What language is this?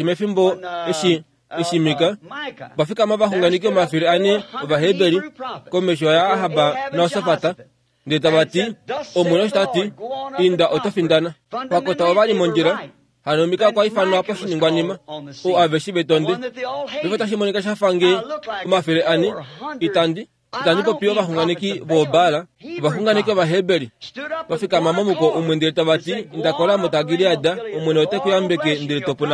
Kuanyama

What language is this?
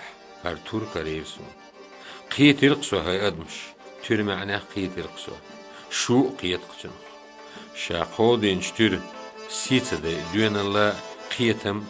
Chechen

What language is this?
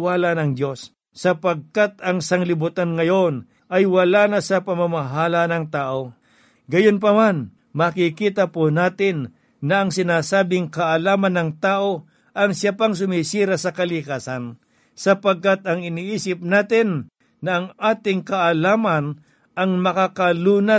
Filipino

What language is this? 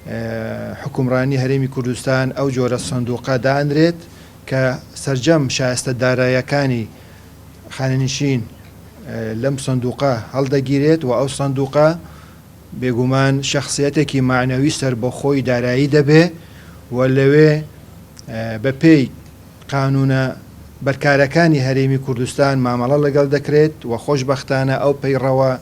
Central Kurdish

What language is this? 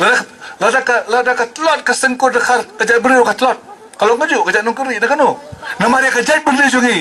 Khasi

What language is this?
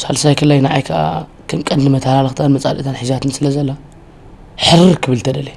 Tigrinya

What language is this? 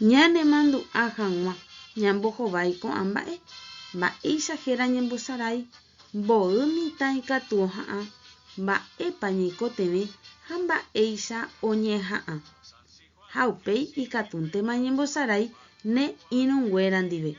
Guarani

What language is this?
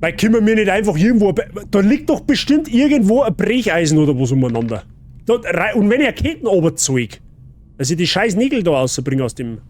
Bavarian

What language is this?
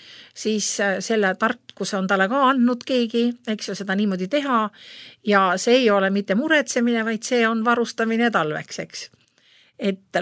Estonian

